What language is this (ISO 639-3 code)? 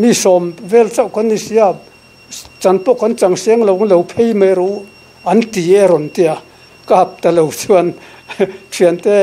lus